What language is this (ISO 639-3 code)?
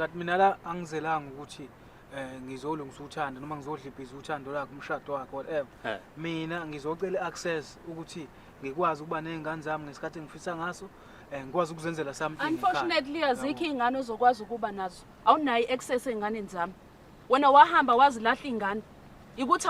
zul